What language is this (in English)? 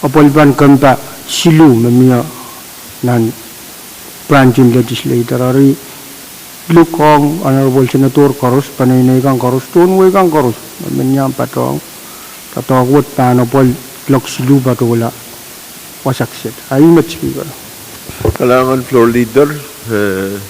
Pohnpeian